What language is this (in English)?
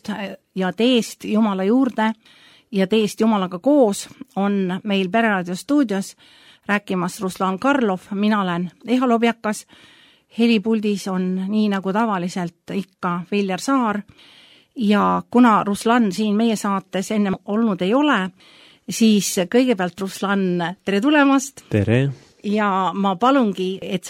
Estonian